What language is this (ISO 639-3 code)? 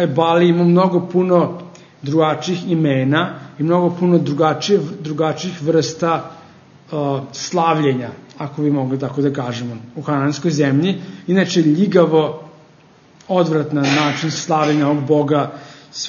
srp